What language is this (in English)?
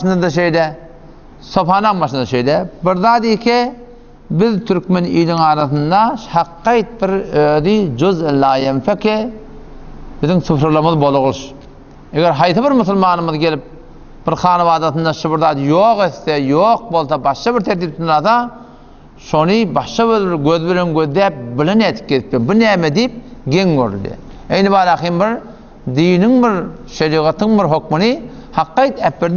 Turkmen